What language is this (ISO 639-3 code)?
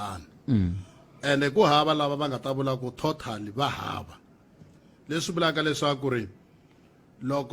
tso